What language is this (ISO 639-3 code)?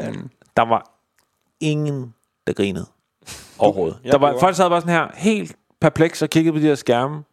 dan